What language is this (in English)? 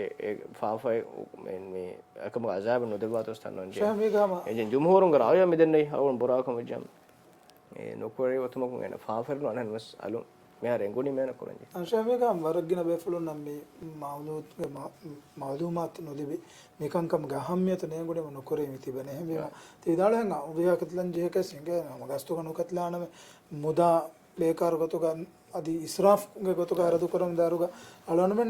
Divehi